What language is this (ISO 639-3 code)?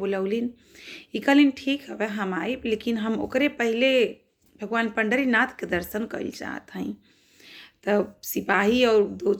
bho